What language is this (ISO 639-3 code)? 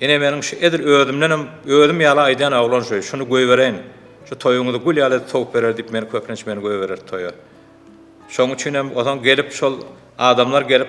tuk